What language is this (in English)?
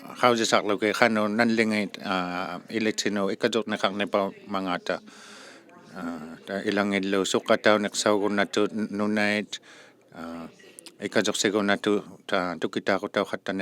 Inuktitut